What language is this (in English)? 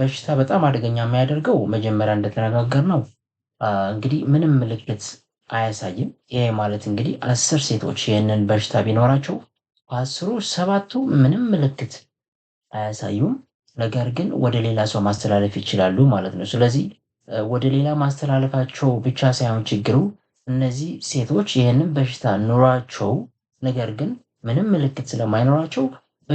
Amharic